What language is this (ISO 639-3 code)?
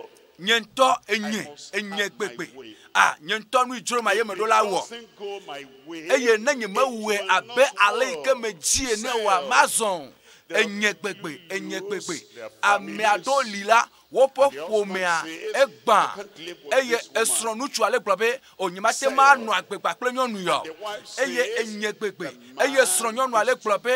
ewe